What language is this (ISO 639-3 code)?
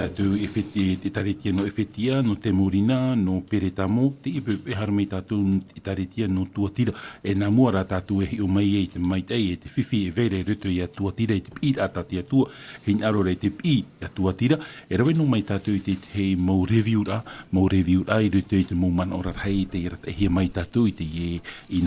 tah